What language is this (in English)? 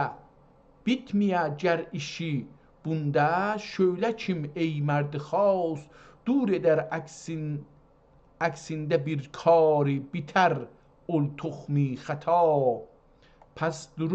South Azerbaijani